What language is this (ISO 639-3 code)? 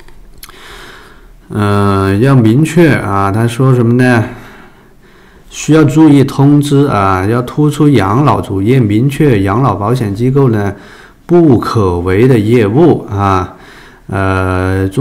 zho